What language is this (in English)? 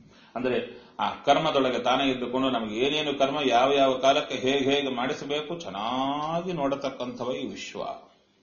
Kannada